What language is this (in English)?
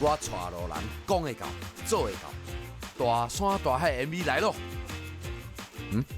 Min Nan Chinese